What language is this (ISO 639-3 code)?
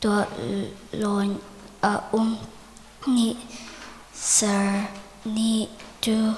cnh